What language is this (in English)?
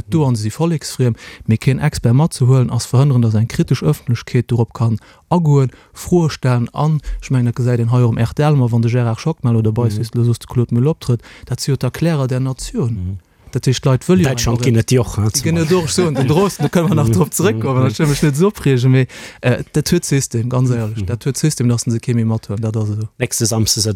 Luxembourgish